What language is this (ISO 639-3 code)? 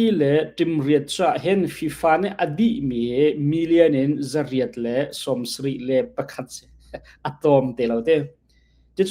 cnh